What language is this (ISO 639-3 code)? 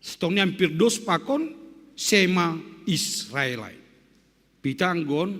bts